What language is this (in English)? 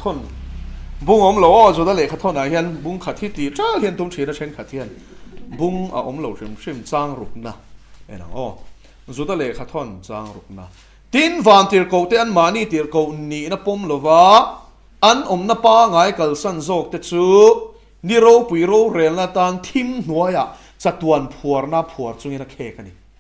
Mizo